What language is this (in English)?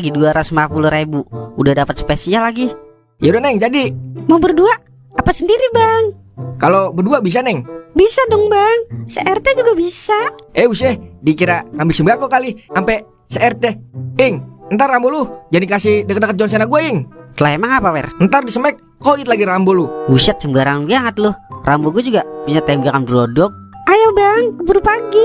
Betawi